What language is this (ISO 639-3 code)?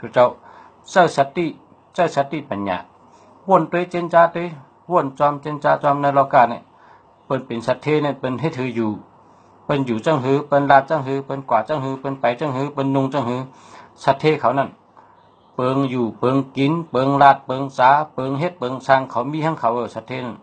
shn